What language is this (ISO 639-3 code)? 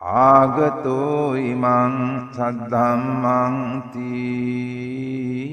sin